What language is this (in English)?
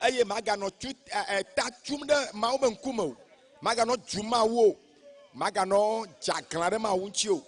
Ewe